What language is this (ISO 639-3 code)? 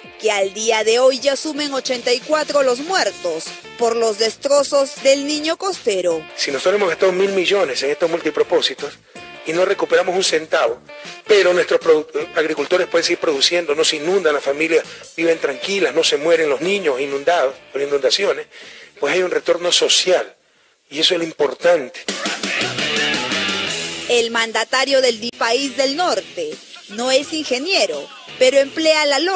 spa